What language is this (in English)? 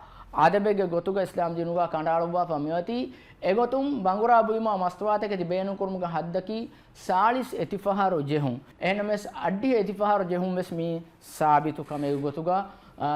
Divehi